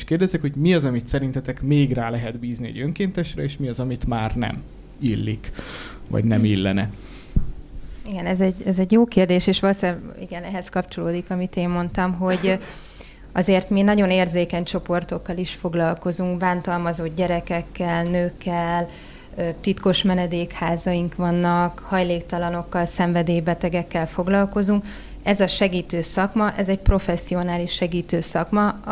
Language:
Hungarian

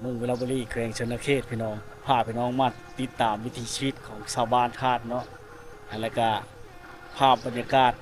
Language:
Lao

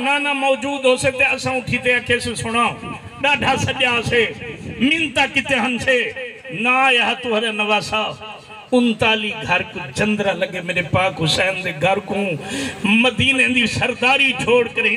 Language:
Saraiki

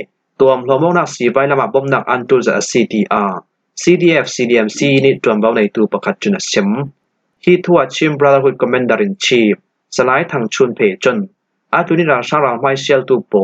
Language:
Falam Chin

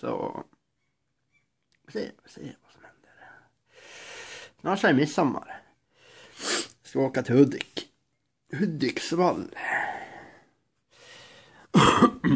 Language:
Swedish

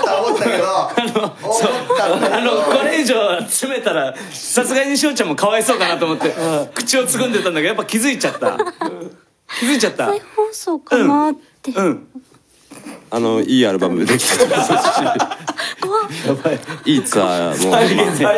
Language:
Japanese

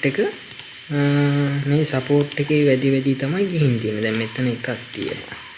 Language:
Sinhala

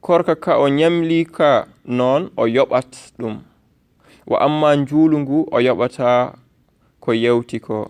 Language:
Fula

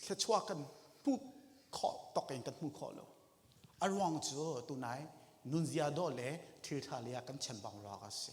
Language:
Hakha Chin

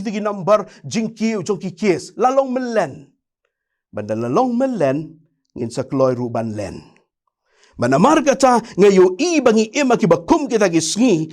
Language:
Khasi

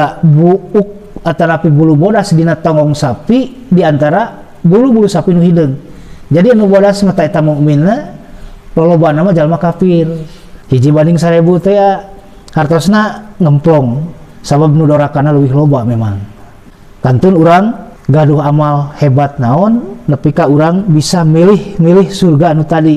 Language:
Sundanese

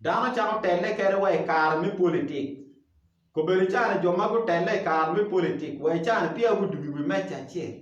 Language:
Acoli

